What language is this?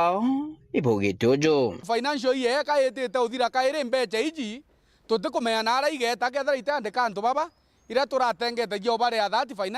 Meru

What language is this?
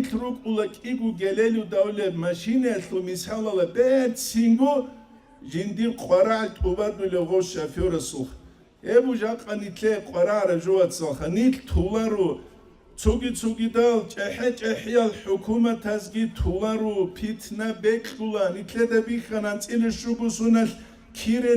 Avaric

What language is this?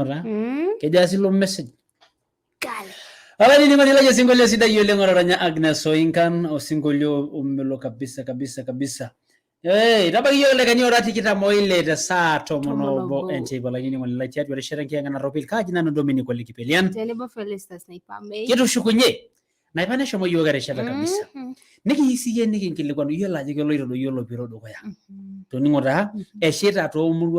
Masai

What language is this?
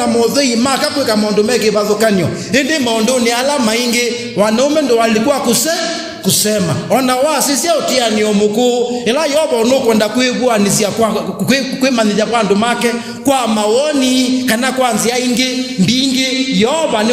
Kamba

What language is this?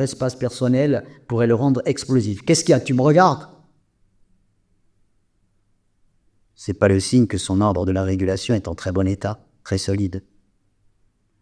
French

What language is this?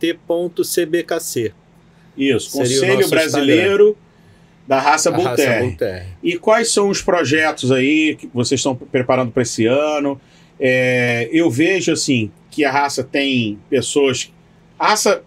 Portuguese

